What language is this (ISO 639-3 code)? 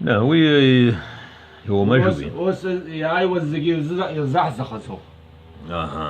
abk